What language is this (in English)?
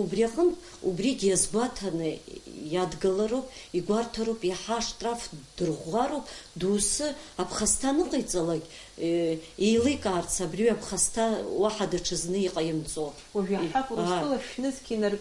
Abkhazian